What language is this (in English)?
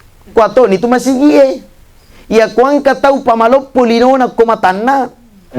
Buginese